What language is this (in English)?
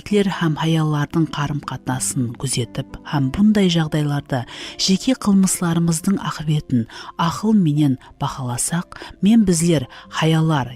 Kara-Kalpak